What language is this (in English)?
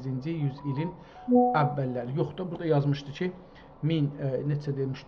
South Azerbaijani